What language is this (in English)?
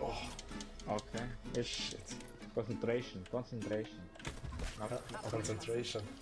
Swiss German